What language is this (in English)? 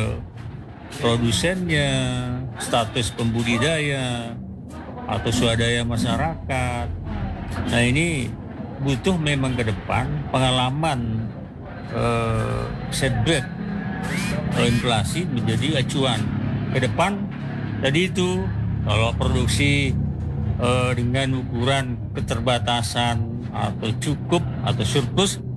Indonesian